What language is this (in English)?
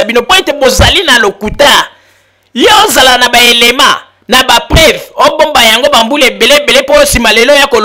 Lingala